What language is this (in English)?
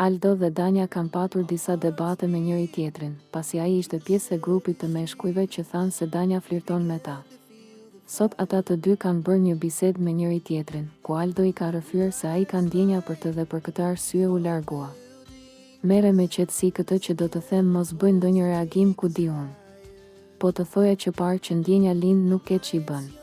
Albanian